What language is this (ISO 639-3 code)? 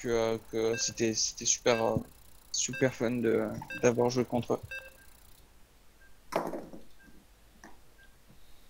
fra